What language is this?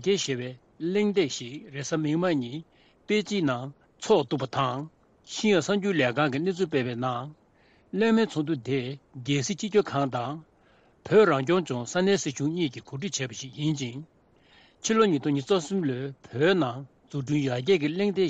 Tibetan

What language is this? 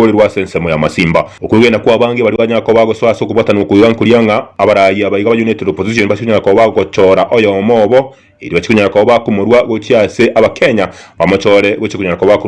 Gusii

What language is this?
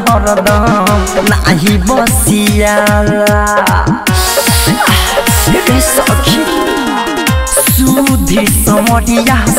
Bhojpuri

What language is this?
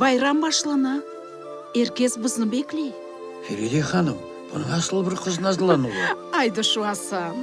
Crimean Tatar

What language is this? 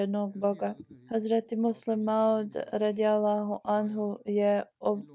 Bosnian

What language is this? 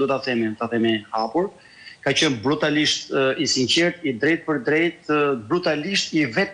Albanian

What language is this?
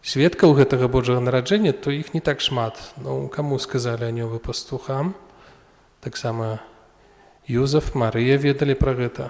Belarusian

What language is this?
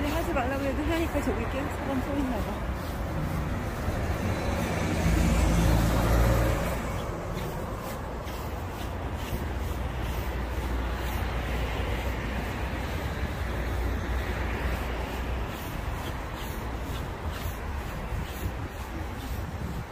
Korean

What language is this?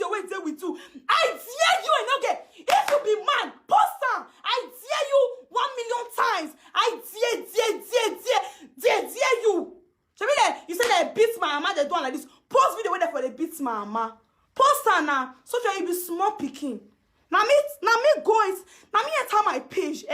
Nigerian Pidgin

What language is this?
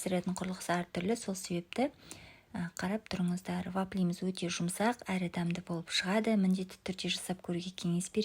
Kazakh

